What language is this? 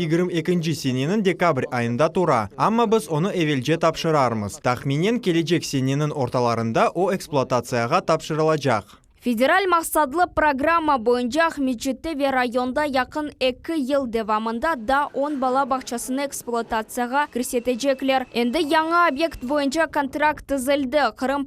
Crimean Tatar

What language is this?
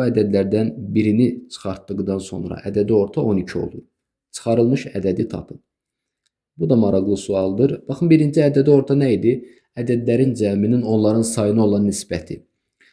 Azerbaijani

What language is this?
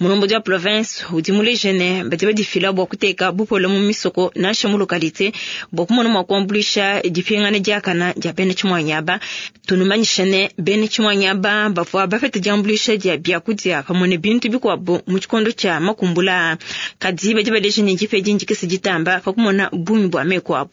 Luba-Lulua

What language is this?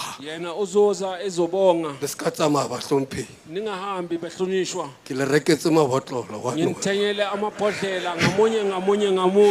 Southern Sotho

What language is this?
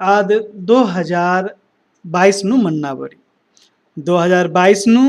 Kurukh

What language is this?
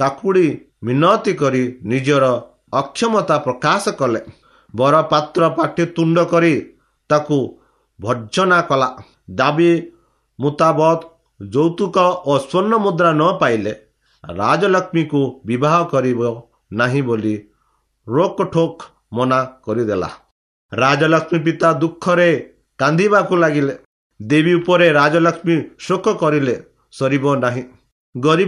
Odia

